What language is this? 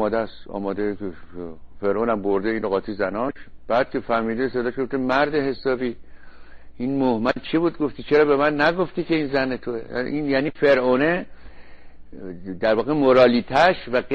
Persian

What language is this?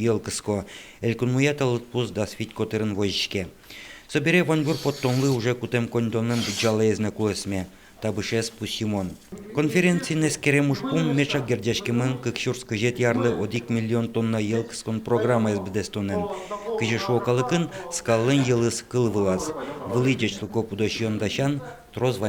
Udmurt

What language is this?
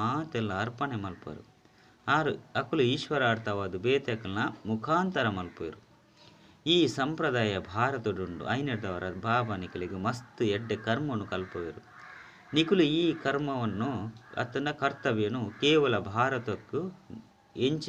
Tulu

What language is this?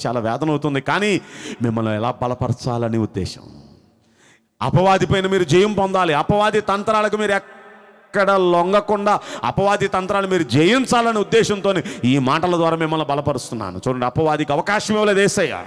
Telugu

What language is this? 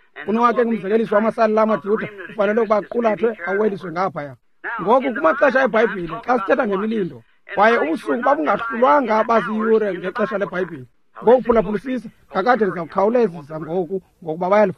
Xhosa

